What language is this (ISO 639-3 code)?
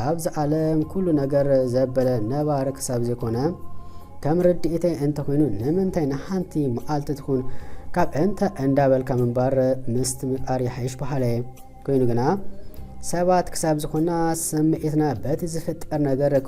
tir